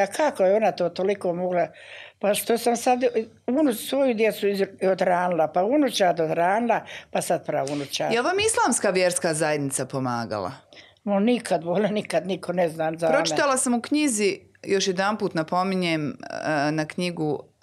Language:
Bosnian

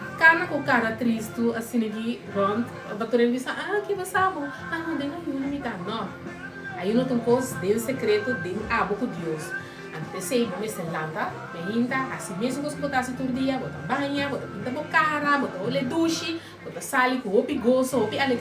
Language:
Papiamento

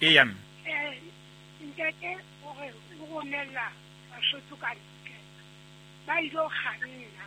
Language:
Southern Sotho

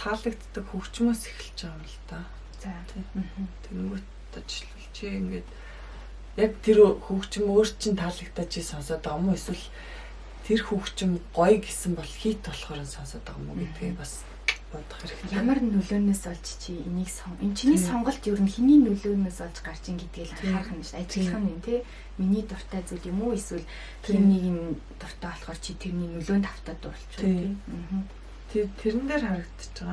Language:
Mongolian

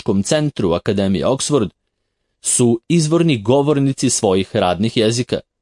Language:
Serbian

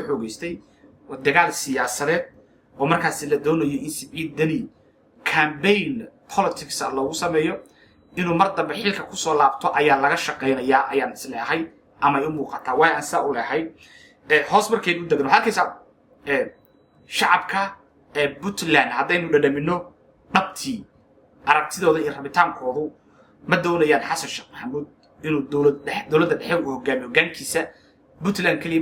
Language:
Somali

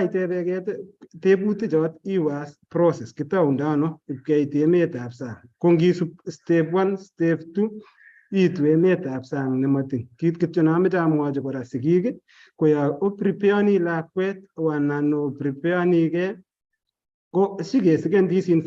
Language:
Kalenjin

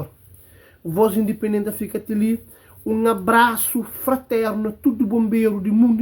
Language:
Kabuverdianu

